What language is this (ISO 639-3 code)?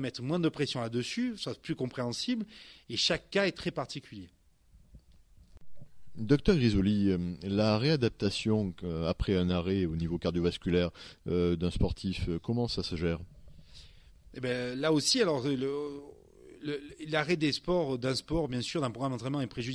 fra